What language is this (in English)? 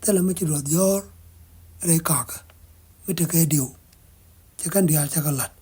Nuer